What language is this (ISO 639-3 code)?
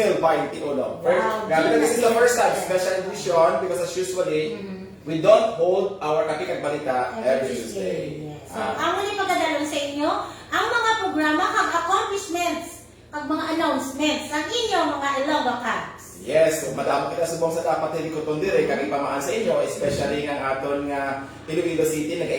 hil